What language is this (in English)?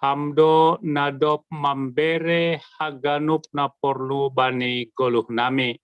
Batak Simalungun